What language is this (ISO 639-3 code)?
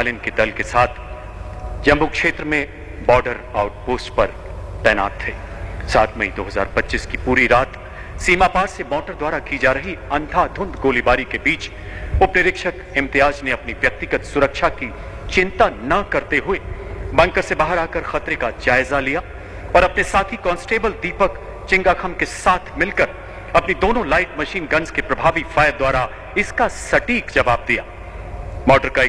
hin